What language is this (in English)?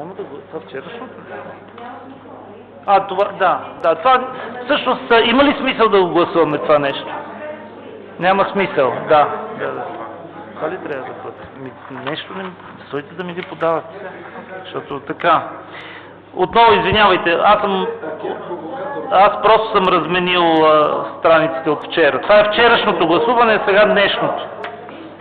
Bulgarian